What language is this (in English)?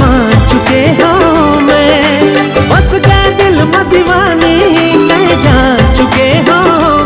Chhattisgarhi